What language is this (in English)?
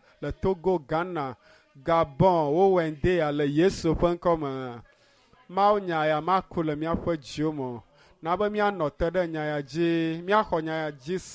Ewe